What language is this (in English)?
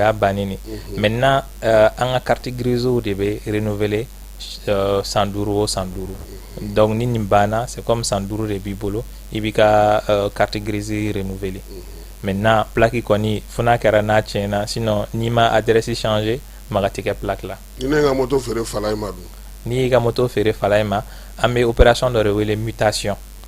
Bambara